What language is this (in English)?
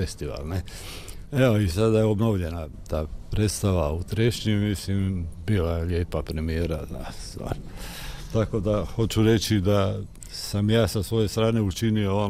Croatian